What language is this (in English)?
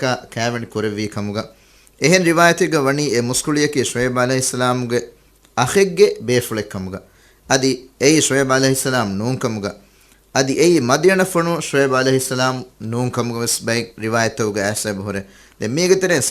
Divehi